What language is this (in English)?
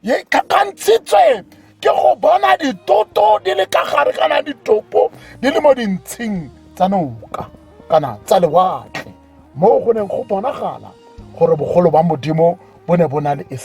Tswana